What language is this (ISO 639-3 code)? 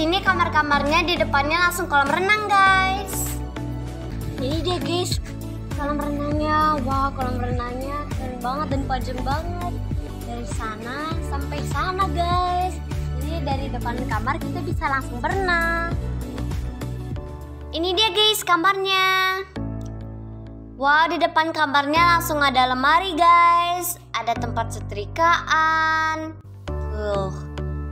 ind